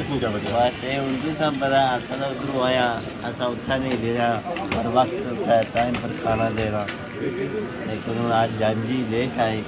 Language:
Pahari-Potwari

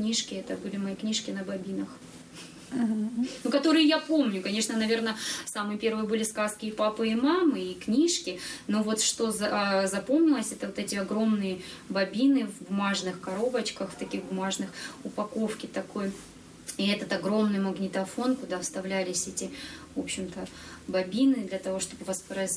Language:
Russian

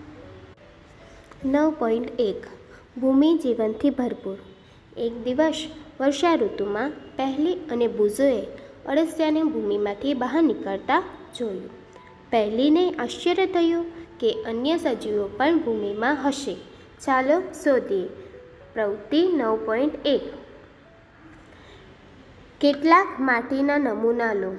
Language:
Gujarati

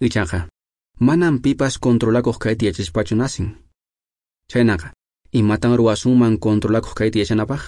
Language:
Quechua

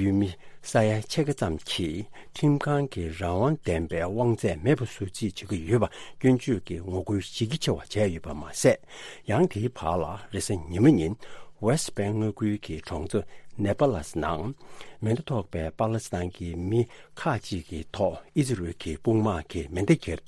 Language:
Tibetan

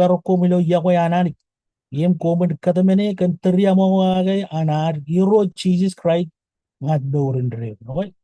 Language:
Marshallese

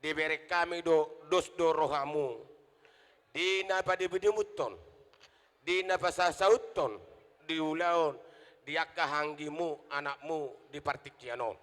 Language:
Batak Toba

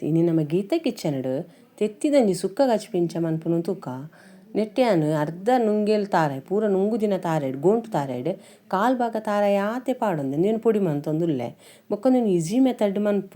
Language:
Tulu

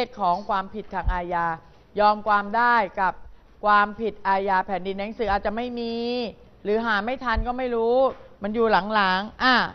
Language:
Thai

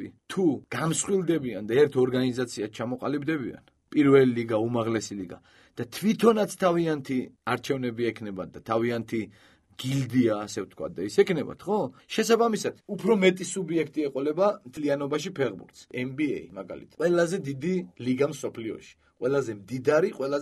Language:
Georgian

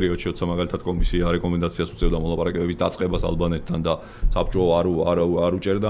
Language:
Georgian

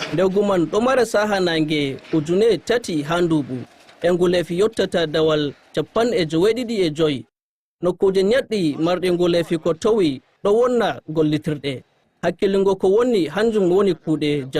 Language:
Nigerian Fulfulde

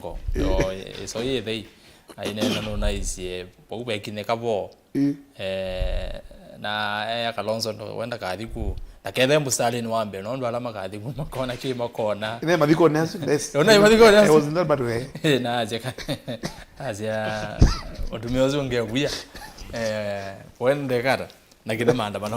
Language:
Kamba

